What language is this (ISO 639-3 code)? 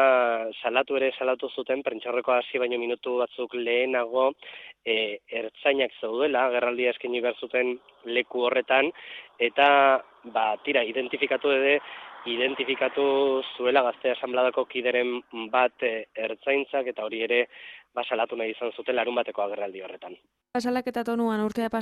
eus